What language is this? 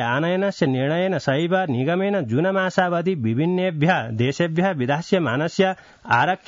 Sanskrit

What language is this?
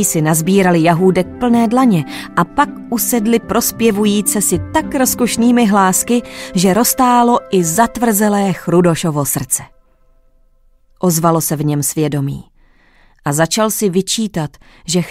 Czech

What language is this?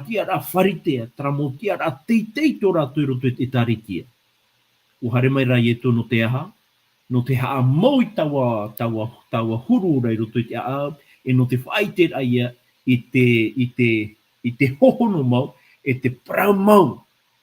Tahitian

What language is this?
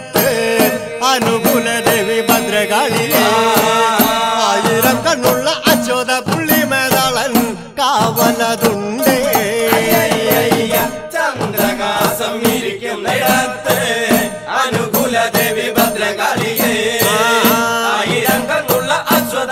Malayalam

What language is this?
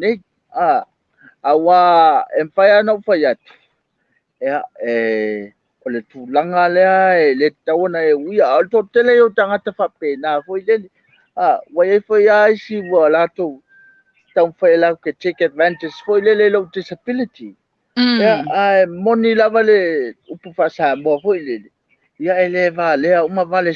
Samoan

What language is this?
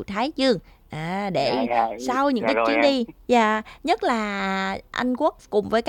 Vietnamese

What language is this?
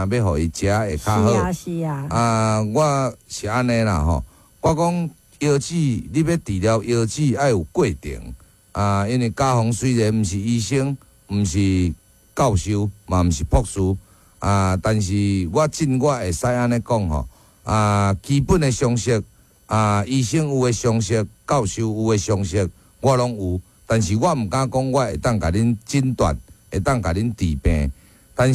Min Nan Chinese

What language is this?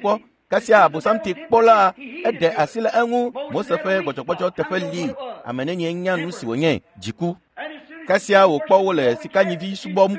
Ewe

